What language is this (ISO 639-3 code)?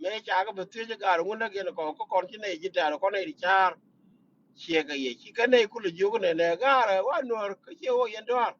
nus